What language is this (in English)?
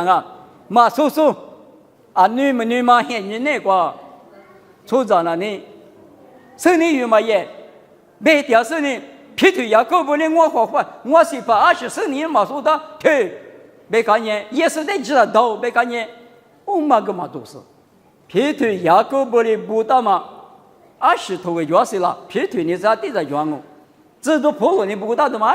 Lisu